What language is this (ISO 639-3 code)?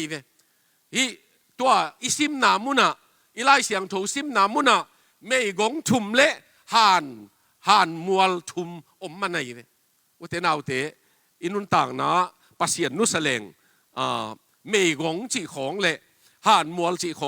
ctd